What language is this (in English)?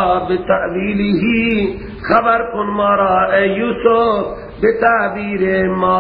Persian